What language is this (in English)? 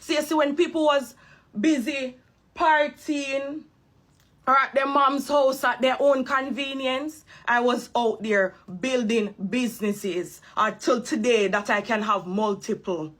Jamaican Creole English